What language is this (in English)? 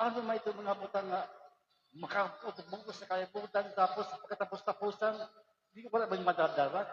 Waray